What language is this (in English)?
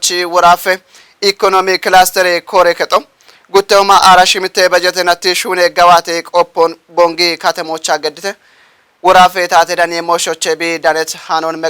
Kafa